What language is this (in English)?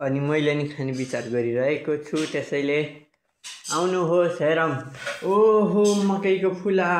Nepali